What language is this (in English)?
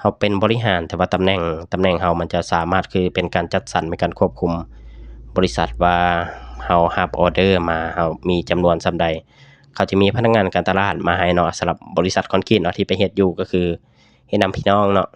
Lao